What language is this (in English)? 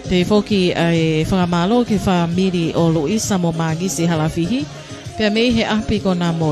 Tongan